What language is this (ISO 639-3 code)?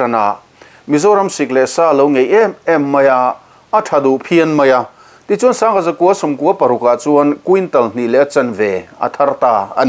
lus